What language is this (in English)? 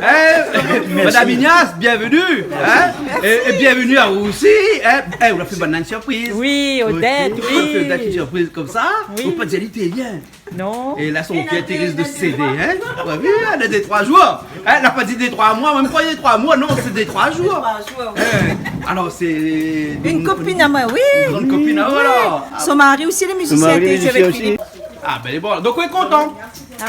Réunion Creole French